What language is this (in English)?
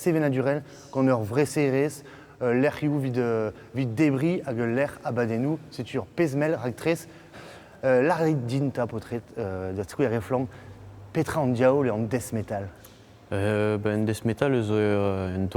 Breton